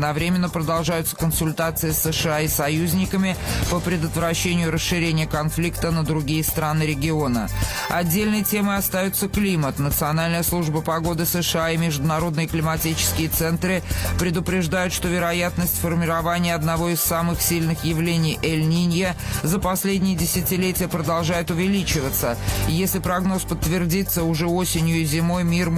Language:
Russian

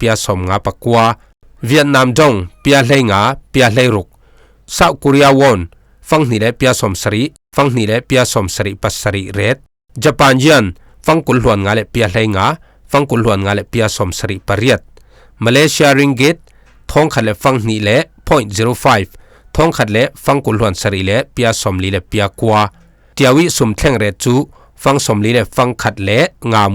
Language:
Falam Chin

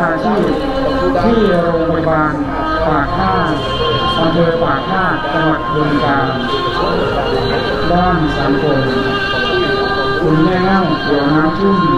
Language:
Thai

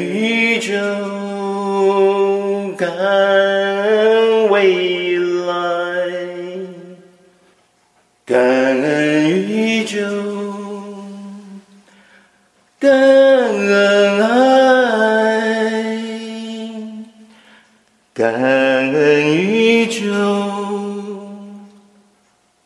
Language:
Chinese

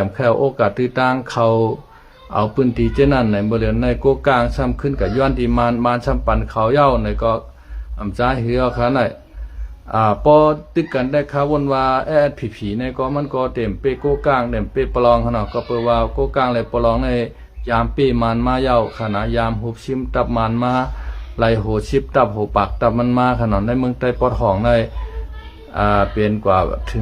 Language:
Shan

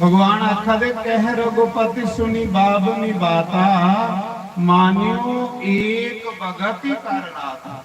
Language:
Dogri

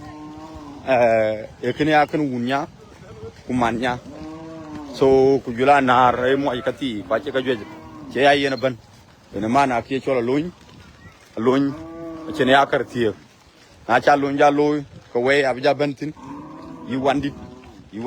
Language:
Dinka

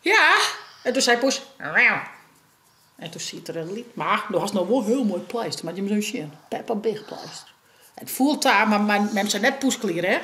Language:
Western Frisian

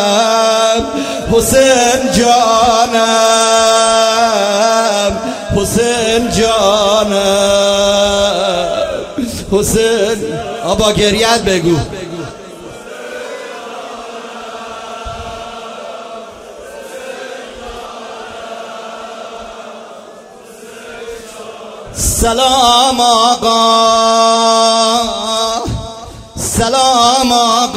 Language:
Persian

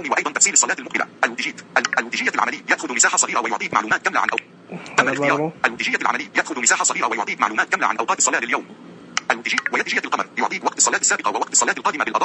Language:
Najdi Arabic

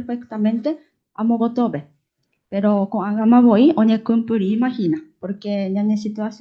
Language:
Guarani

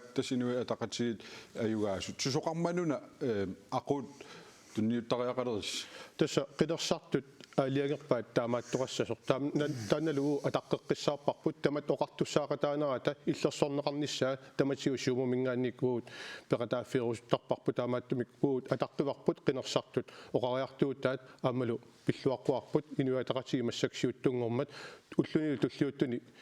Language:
Kalaallisut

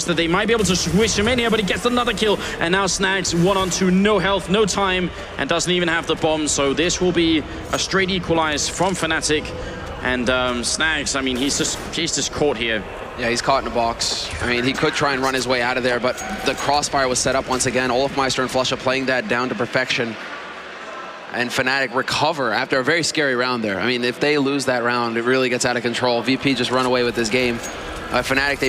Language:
English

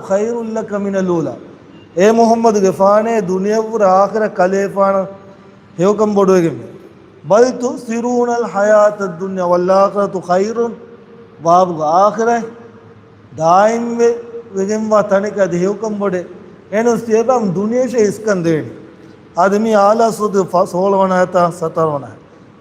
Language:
Divehi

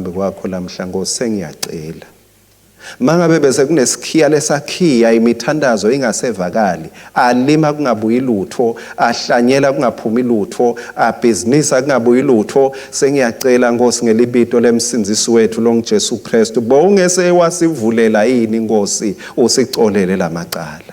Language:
Swati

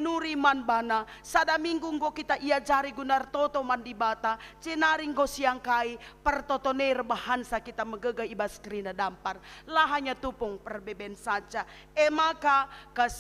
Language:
Batak Karo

